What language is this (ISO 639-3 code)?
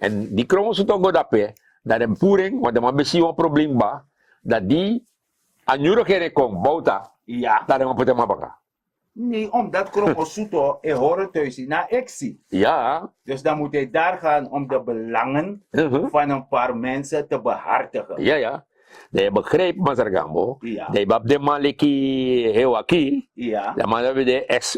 srn